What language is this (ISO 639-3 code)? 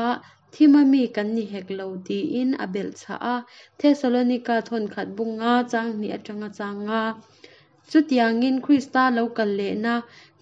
cnh